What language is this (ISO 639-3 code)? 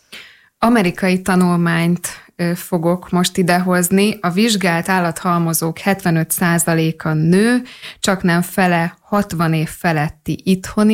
hun